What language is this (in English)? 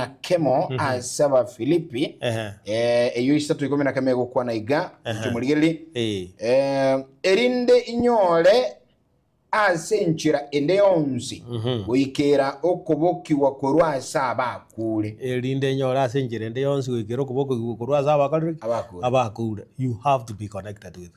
Gusii